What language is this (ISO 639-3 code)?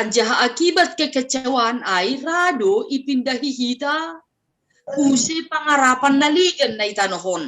bts